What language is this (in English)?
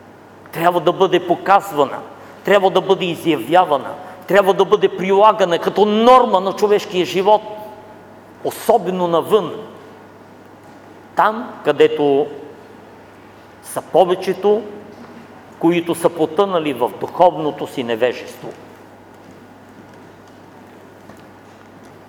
Bulgarian